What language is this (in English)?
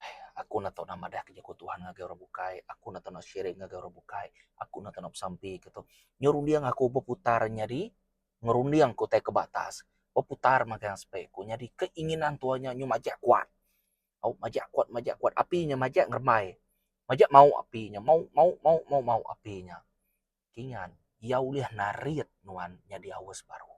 Iban